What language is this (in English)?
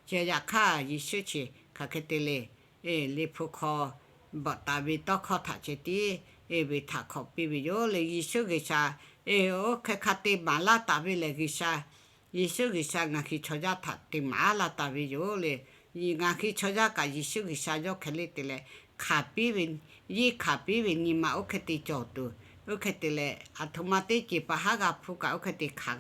Lahu